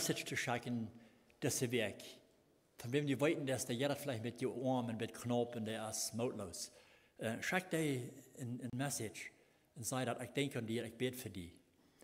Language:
Plautdietsch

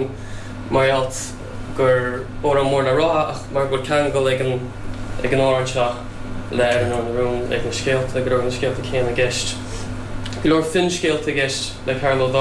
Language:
Irish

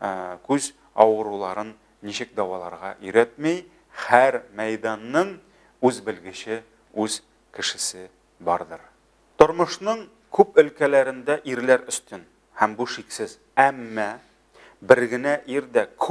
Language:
Tatar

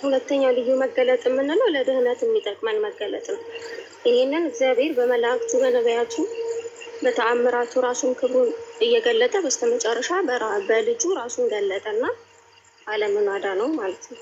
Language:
Amharic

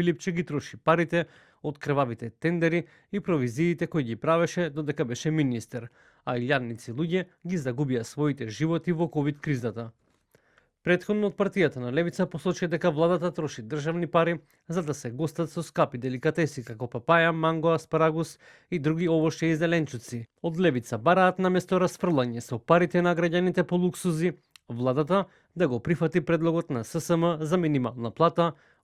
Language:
Macedonian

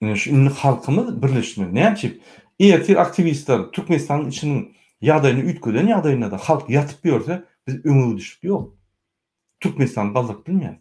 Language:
Turkmen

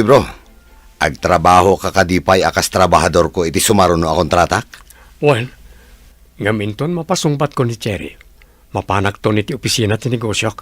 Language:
Iloko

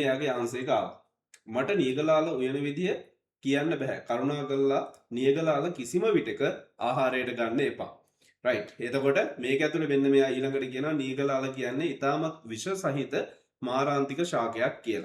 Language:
Sinhala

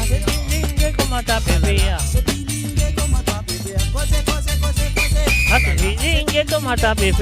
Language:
Morisyen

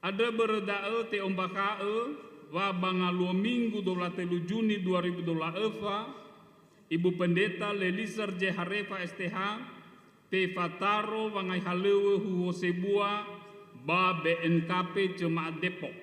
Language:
Nias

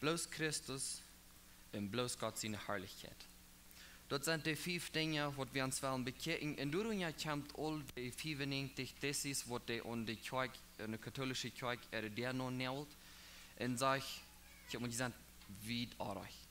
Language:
Plautdietsch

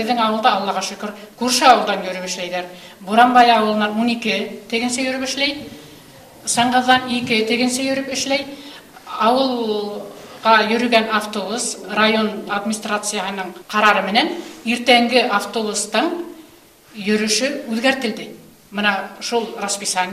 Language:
Bashkir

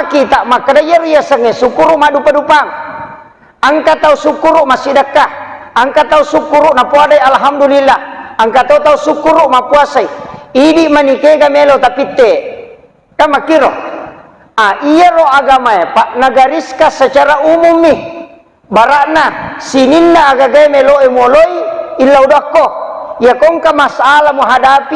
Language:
Buginese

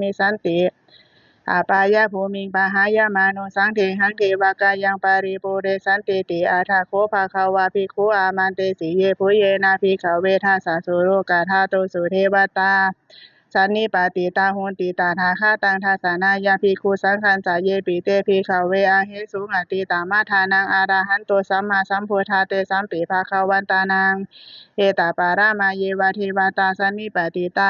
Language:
Pali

